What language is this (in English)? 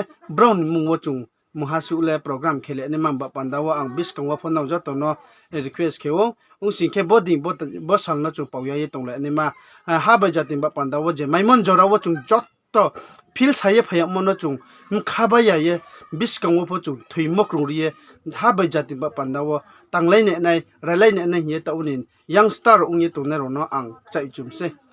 Riang (India)